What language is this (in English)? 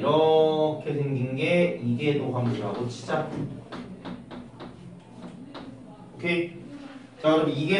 Korean